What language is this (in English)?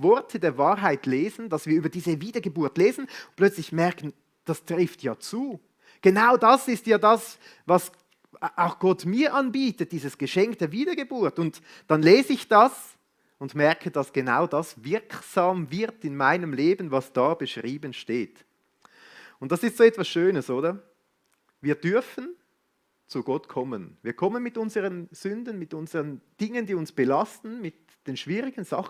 Swiss German